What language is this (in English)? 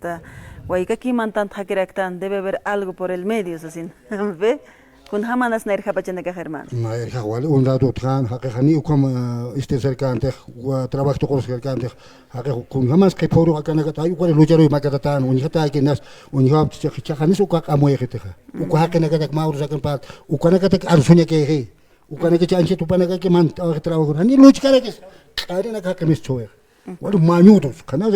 Aymara